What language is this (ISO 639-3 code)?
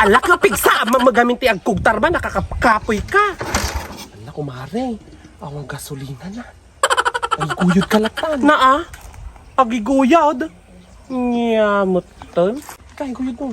ilo